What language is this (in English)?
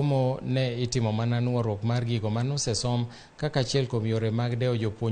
Luo (Kenya and Tanzania)